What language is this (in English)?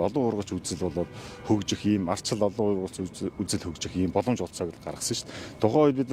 Mongolian